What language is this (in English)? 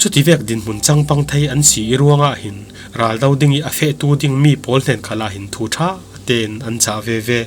Falam Chin